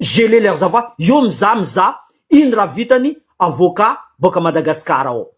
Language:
Malagasy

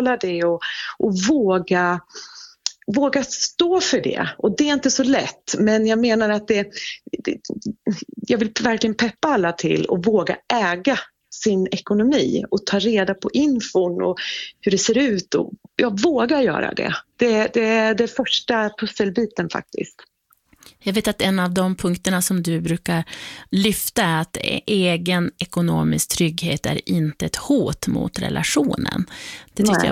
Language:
Swedish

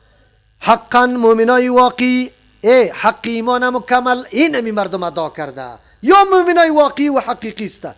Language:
Persian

